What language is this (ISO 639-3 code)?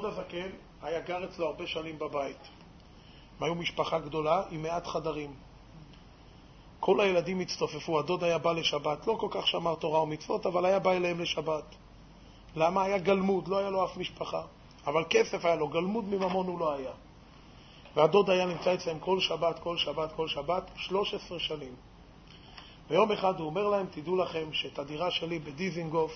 heb